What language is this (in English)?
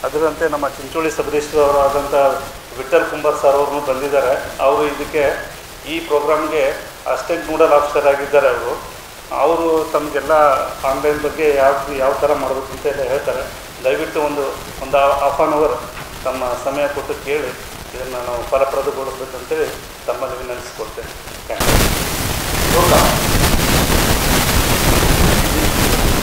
Kannada